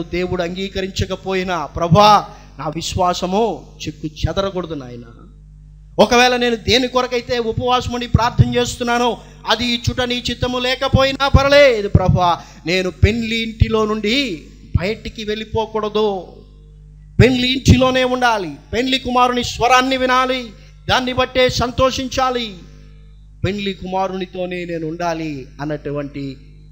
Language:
Telugu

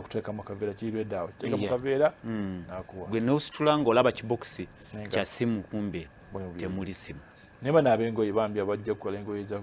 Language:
Ganda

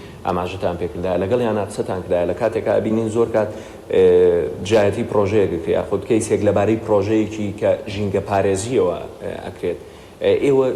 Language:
Central Kurdish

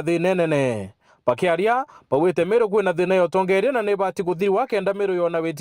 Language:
Meru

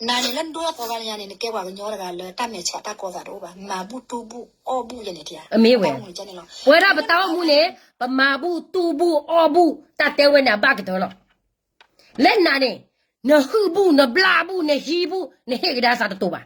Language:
S'gaw Karen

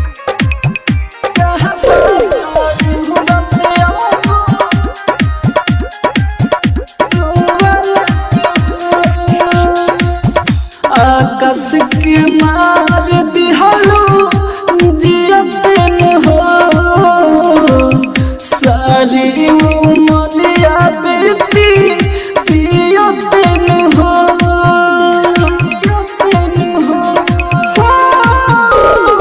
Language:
Bhojpuri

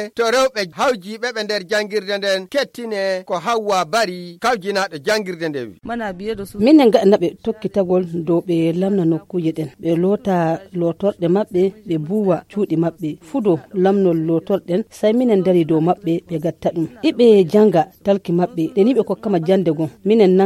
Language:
Nigerian Fulfulde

